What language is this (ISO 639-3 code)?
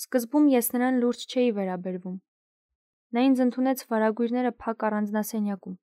hye